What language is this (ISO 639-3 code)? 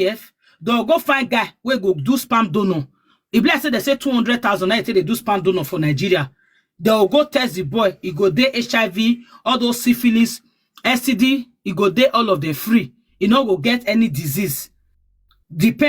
pcm